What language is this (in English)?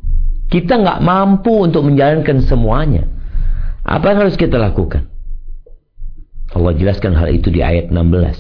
Indonesian